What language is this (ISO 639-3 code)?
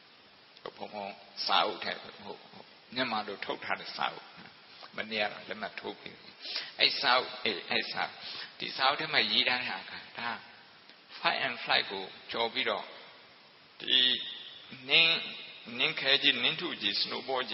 mya